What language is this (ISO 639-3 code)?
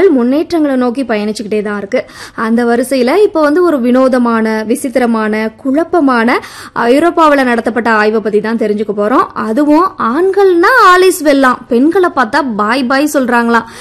tam